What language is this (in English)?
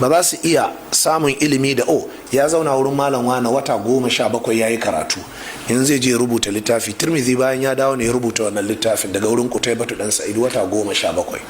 Hausa